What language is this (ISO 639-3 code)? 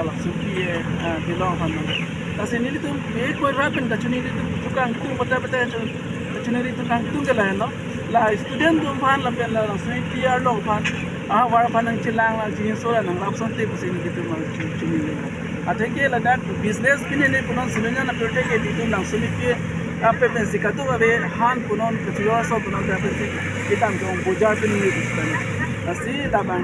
mjw